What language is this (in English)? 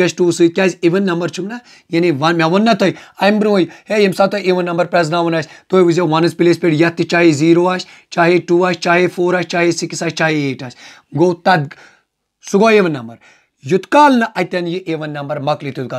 Kashmiri